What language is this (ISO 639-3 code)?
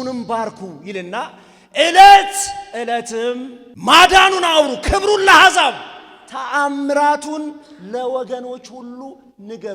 amh